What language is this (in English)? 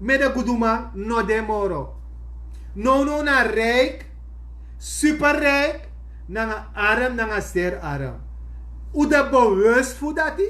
Sranan Tongo